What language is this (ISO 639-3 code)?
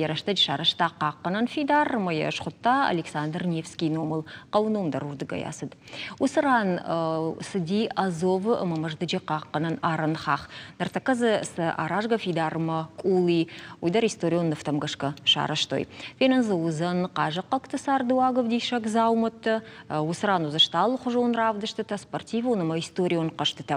oss